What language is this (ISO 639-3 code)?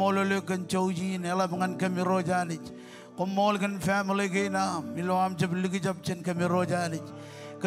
mah